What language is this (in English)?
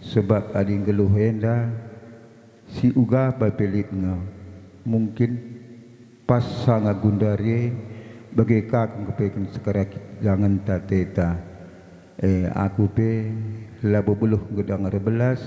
Batak Karo